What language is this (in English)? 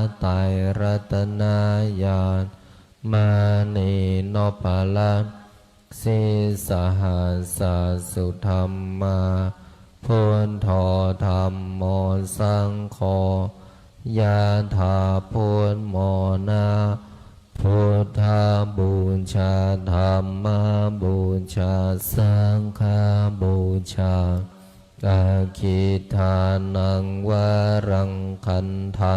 Pali